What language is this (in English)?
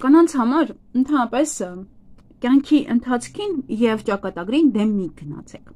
Armenian